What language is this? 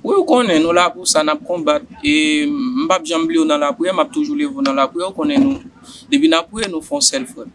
Haitian Creole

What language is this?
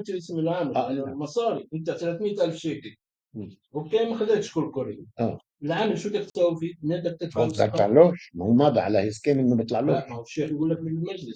North Levantine Arabic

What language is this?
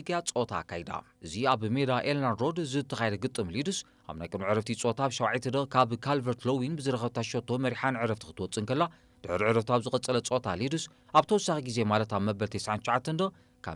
Tigrinya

